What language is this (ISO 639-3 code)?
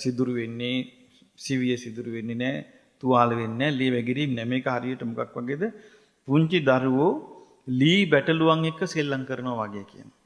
sin